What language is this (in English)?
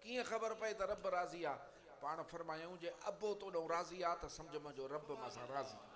Sindhi